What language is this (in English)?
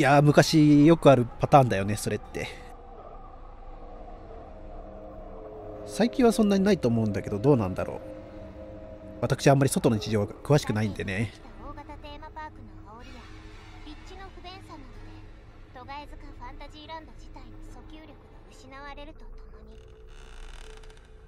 Japanese